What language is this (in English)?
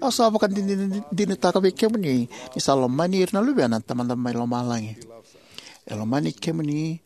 Fijian